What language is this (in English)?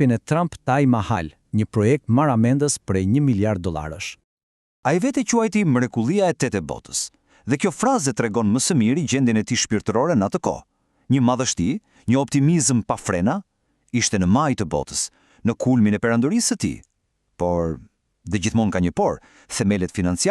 Albanian